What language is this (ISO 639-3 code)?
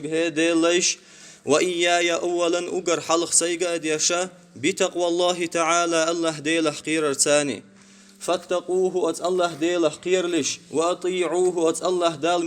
che